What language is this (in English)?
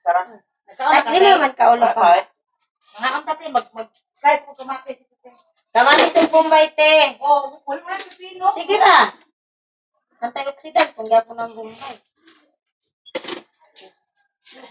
Filipino